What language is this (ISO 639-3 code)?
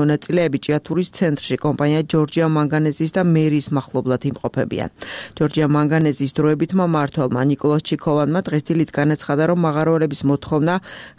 kat